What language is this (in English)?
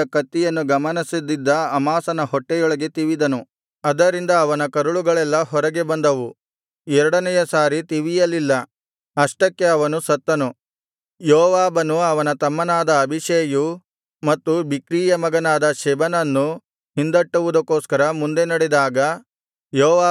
Kannada